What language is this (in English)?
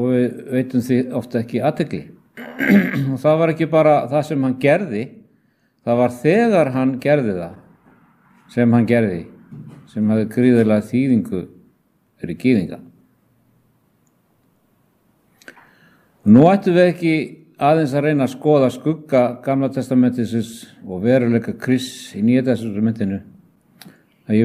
Icelandic